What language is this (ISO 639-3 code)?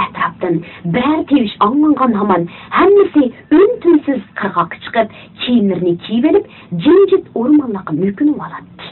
uig